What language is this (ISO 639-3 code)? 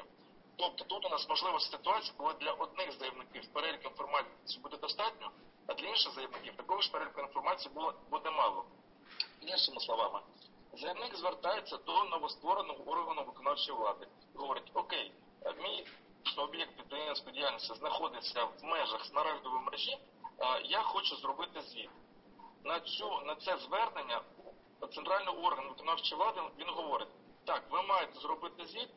ukr